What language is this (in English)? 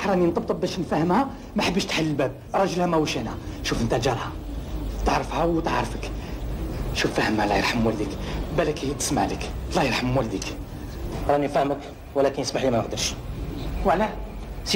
Algerian Arabic